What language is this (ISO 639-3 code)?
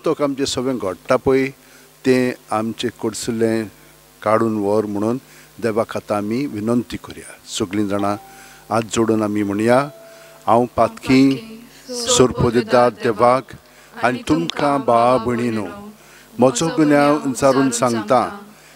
kok